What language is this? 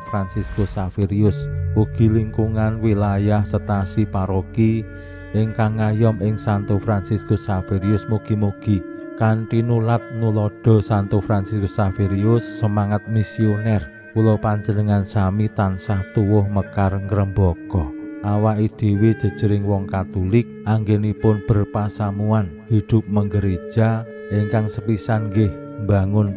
Javanese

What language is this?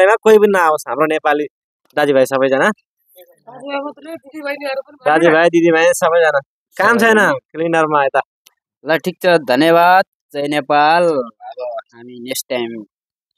Nepali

